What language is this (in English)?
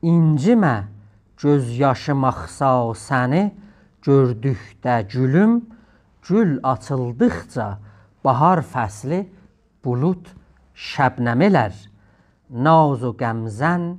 South Azerbaijani